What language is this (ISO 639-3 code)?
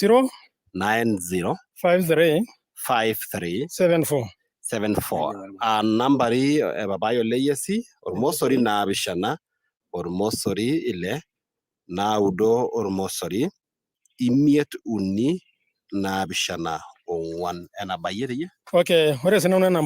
mas